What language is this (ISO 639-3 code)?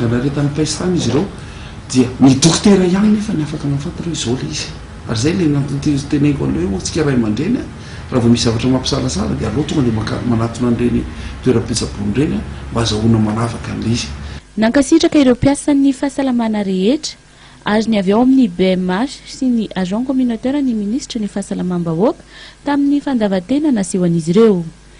mlg